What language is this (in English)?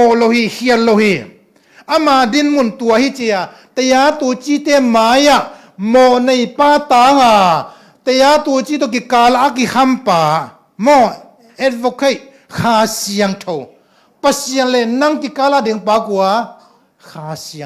Tedim Chin